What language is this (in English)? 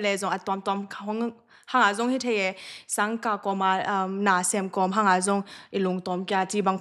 Tedim Chin